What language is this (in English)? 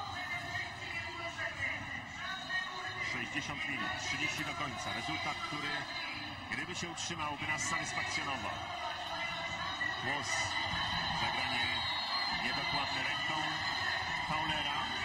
Polish